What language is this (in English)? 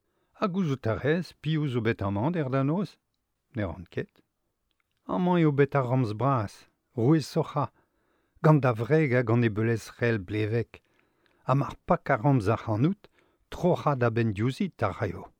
Breton